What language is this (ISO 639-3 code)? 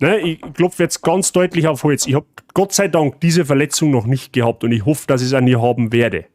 bar